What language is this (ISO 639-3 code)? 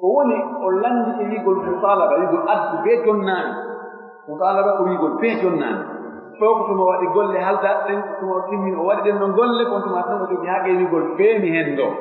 fuf